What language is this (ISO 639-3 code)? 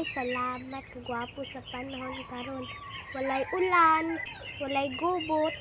ceb